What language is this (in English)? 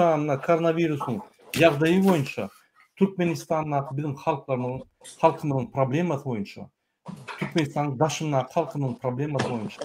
Turkmen